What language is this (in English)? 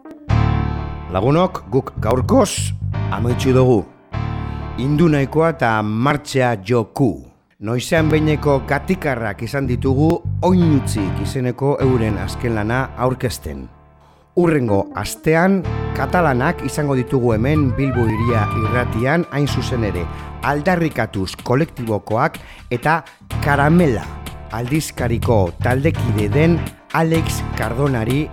Basque